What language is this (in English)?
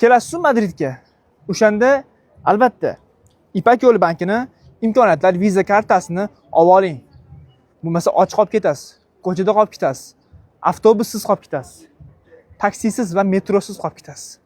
Uzbek